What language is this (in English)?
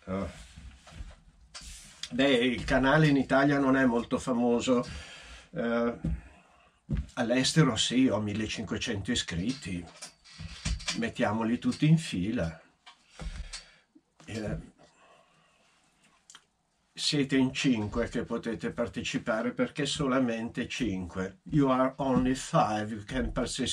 Italian